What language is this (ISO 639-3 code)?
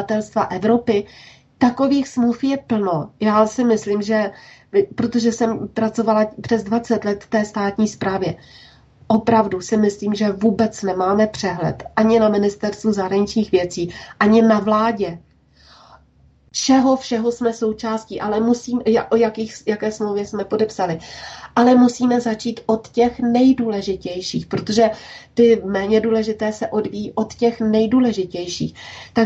ces